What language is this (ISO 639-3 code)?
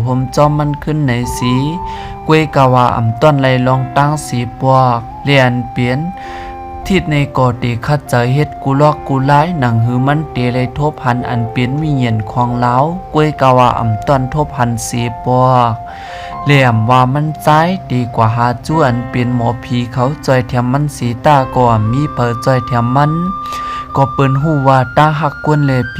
shn